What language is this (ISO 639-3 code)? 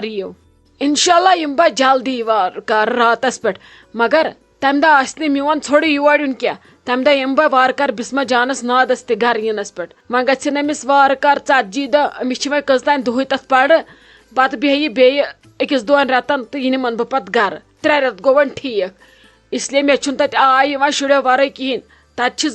kas